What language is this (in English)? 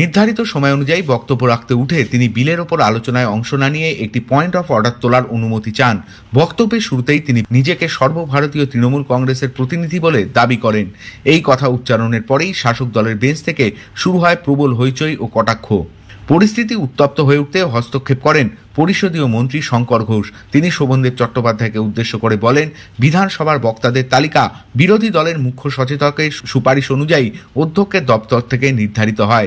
Bangla